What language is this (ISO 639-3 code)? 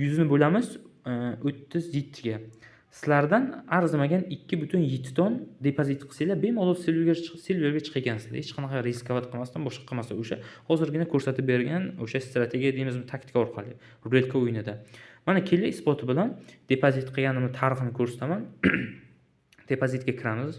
uzb